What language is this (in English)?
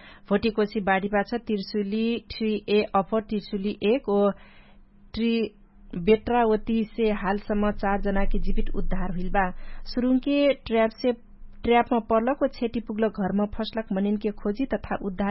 Dangaura Tharu